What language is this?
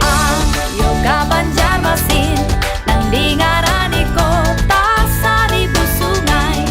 Banjar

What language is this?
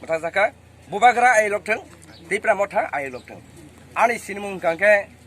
Kok Borok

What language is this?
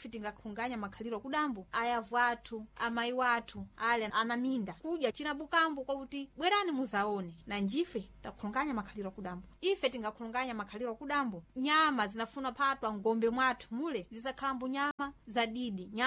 Sena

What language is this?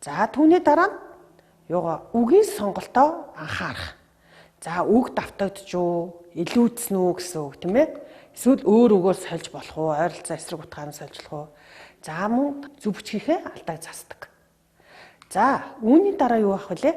Mongolian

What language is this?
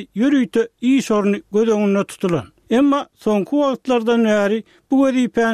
Turkmen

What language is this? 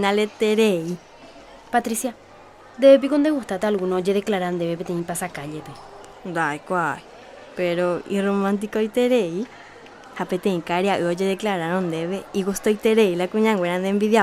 Guarani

